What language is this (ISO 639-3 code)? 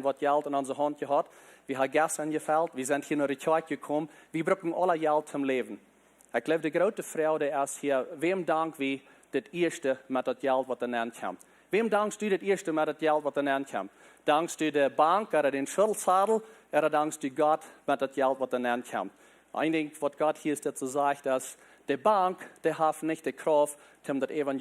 pdt